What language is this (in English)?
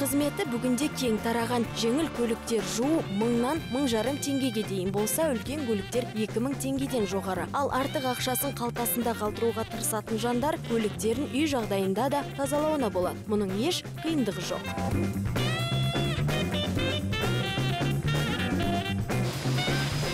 Kazakh